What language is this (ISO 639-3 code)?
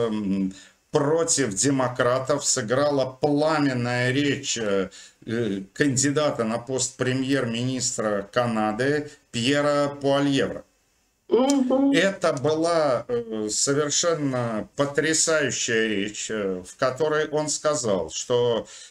rus